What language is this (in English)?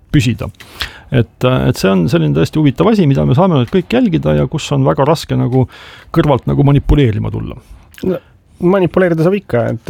Estonian